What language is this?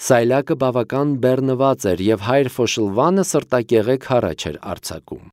Armenian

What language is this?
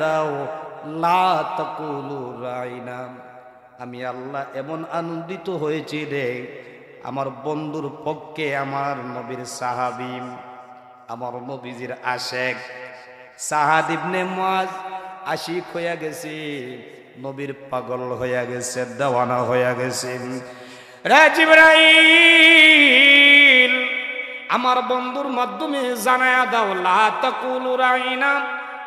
Sylheti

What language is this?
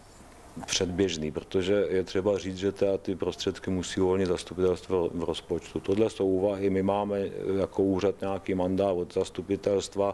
Czech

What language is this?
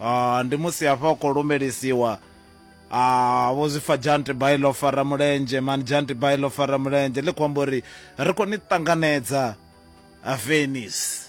Venda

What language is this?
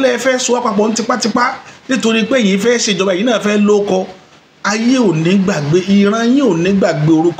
Yoruba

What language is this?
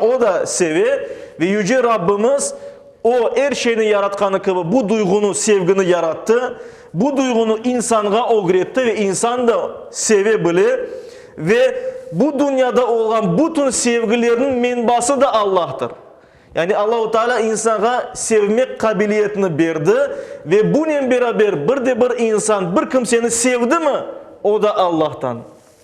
Crimean Tatar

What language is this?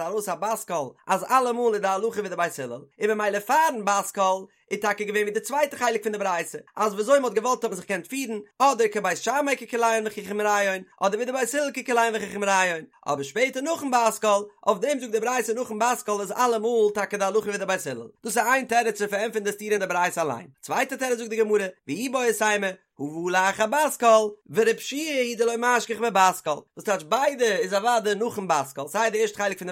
Yiddish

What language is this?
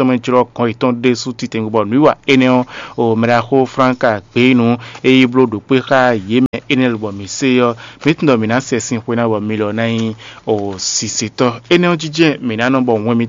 Fon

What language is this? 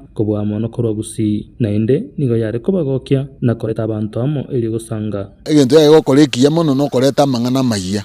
Gusii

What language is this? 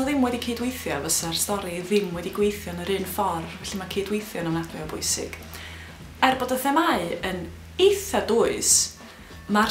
Welsh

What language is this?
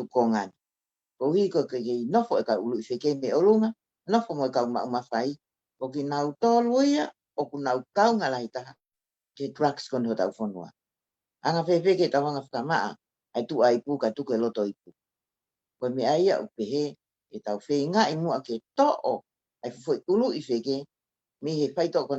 Tongan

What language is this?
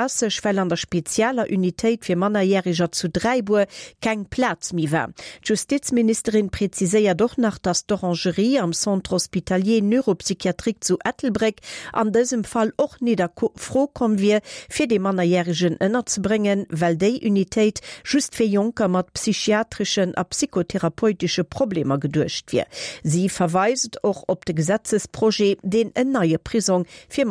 Luxembourgish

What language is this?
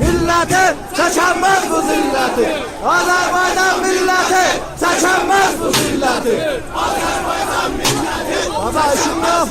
South Azerbaijani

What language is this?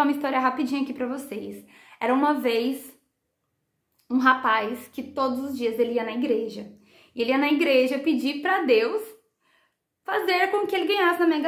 Portuguese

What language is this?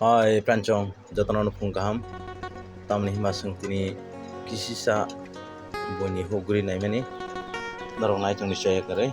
Kok Borok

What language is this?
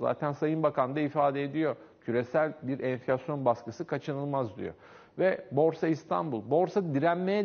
Turkish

